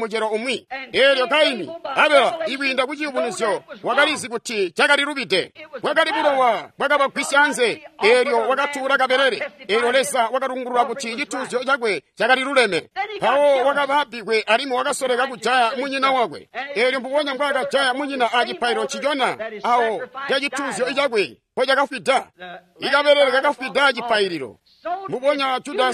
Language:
Tonga (Zambia)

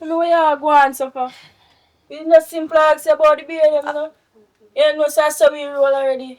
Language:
Jamaican Creole English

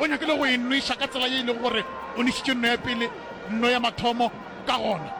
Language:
Northern Sotho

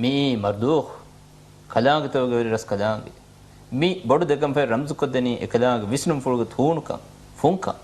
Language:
Divehi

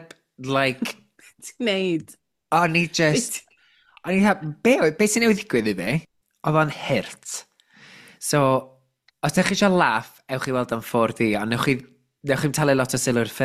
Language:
Welsh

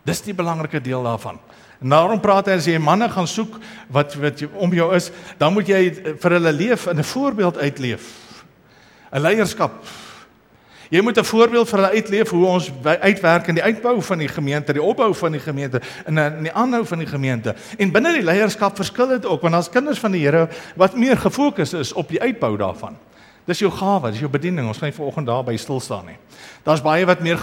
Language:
Afrikaans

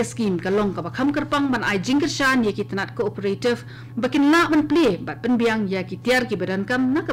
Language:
Khasi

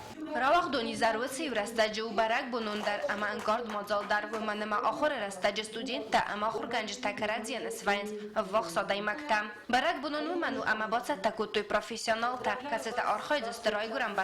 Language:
Ossetic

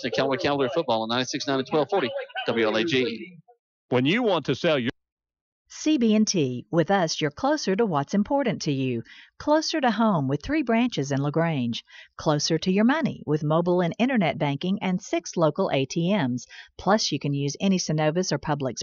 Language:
English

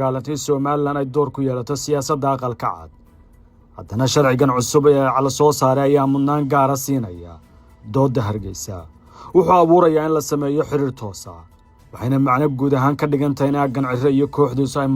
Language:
Somali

